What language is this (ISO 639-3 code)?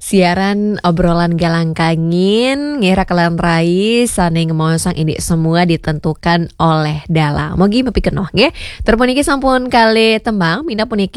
ban